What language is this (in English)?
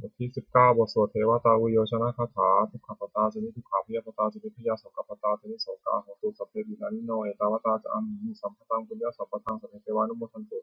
Pali